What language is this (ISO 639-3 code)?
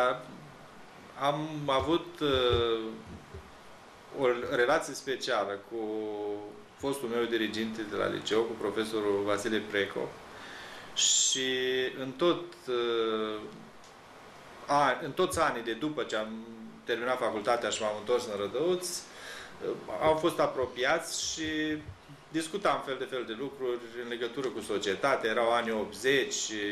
ron